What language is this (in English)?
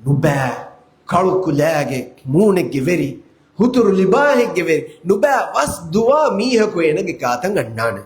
Divehi